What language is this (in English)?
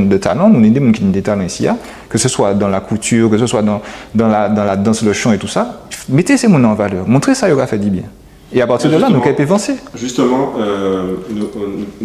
Guadeloupean Creole French